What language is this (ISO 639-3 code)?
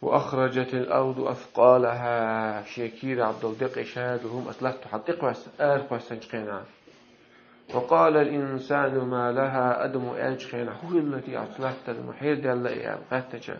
che